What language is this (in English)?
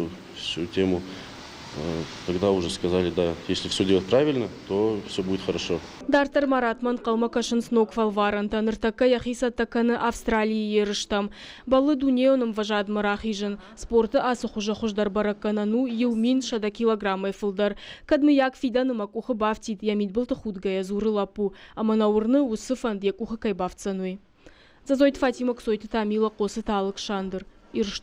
Ossetic